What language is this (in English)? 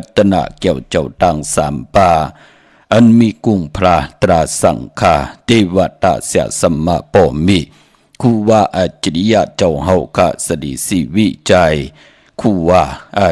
Shan